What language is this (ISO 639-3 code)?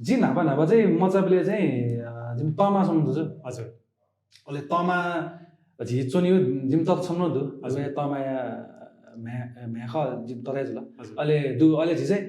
new